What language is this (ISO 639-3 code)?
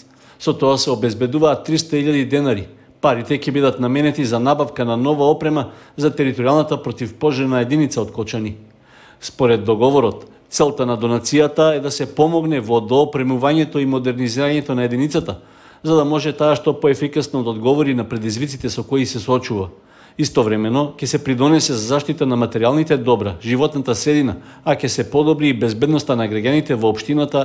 mkd